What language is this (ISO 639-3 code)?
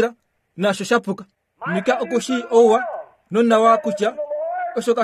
kua